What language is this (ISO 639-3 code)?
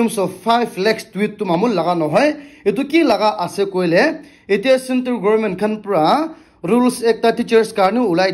nag